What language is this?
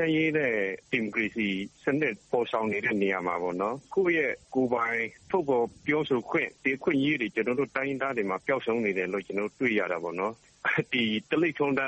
Burmese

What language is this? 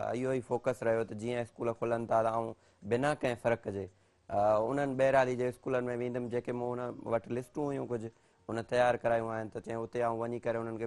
Sindhi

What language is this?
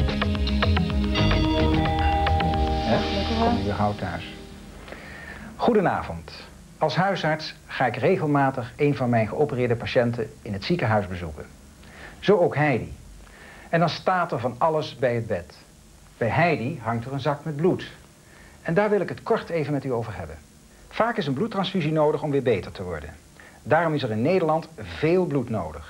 Dutch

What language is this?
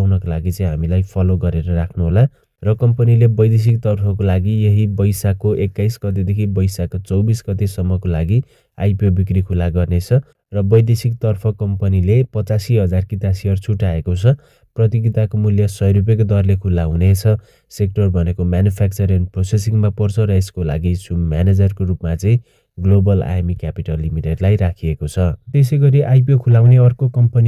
Nepali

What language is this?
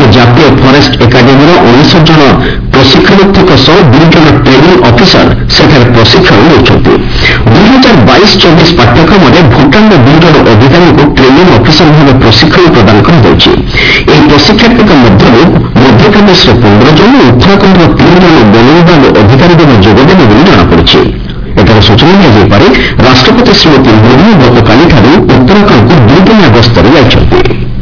Odia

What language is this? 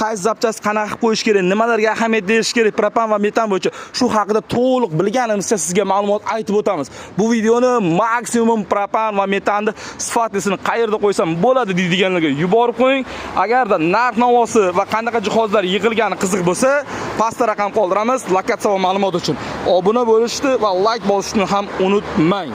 Uzbek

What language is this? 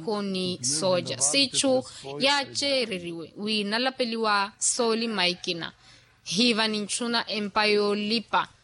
Makhuwa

